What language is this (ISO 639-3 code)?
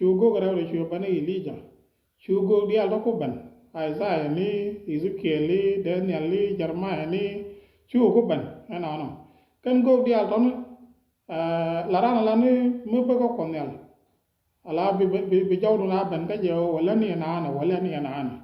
nus